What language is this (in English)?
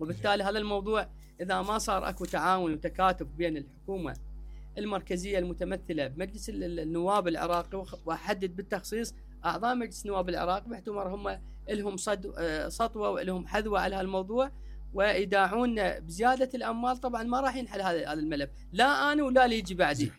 Mesopotamian Arabic